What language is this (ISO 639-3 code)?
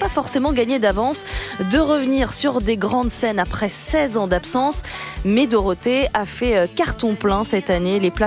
fra